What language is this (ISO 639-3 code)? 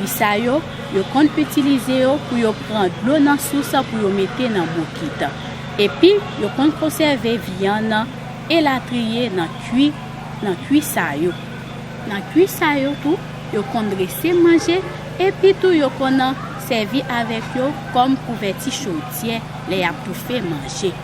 hat